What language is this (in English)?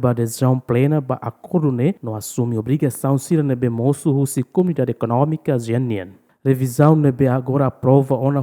Tetum